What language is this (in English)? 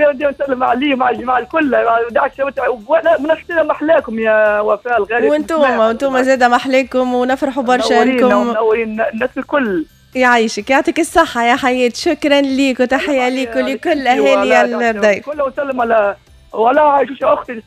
Tunisian Arabic